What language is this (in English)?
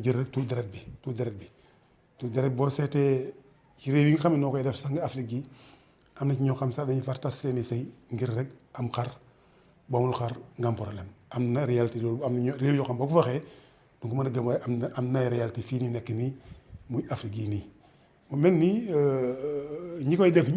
Wolof